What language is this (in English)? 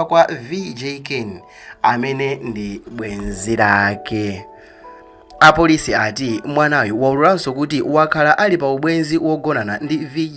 Nyanja